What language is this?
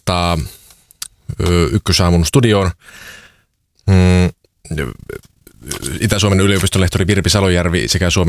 Finnish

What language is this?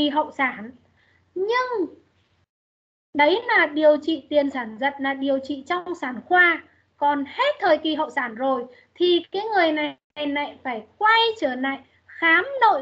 Vietnamese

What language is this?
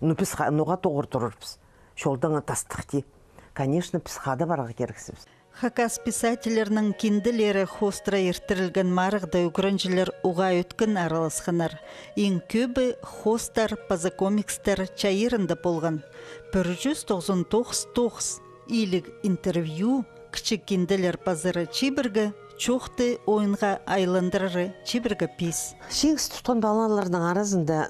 Khakas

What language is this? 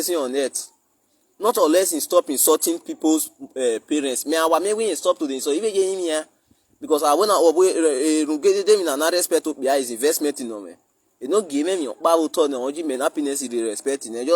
Nigerian Pidgin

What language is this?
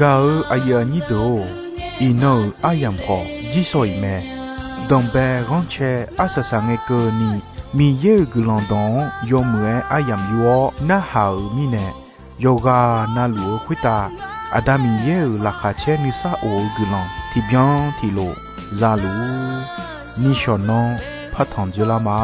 Akha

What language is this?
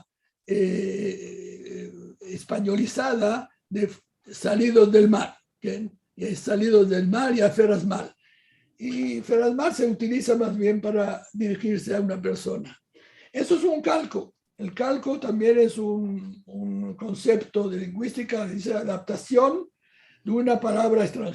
Ladino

